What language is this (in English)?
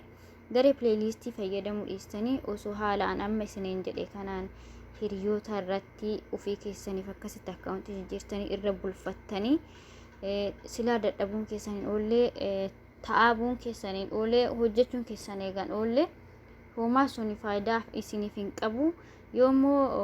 Oromo